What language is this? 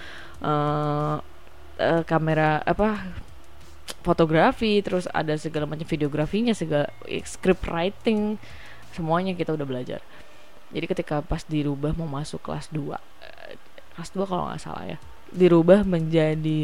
Indonesian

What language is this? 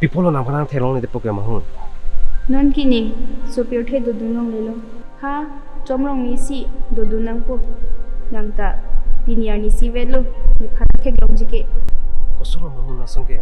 Karbi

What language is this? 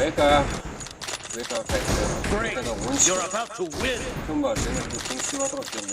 Kara-Kalpak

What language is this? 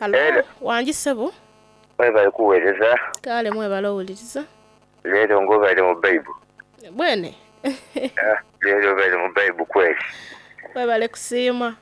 Soga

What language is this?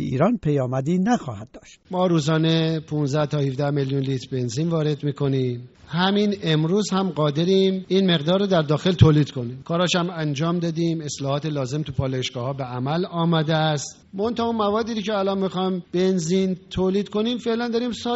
Persian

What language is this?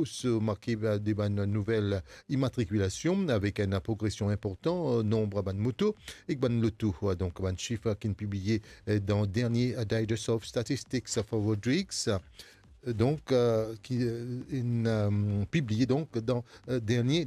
Morisyen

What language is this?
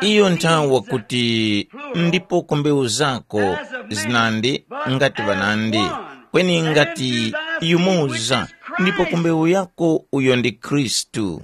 Tumbuka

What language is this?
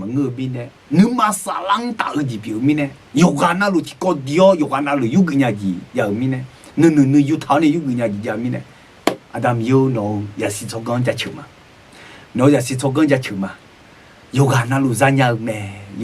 Akha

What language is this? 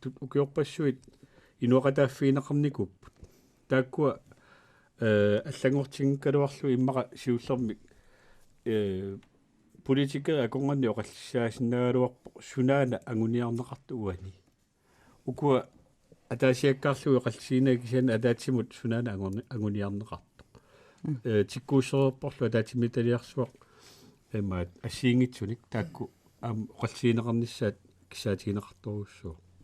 Kalaallisut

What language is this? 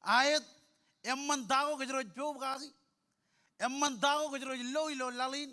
Marshallese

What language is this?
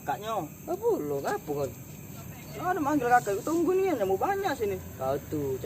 Musi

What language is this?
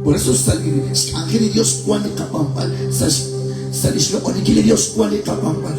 Kekchí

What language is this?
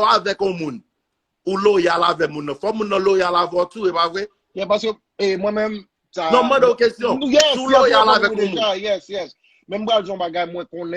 Haitian Creole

